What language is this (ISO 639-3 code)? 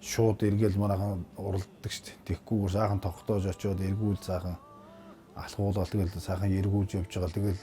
mon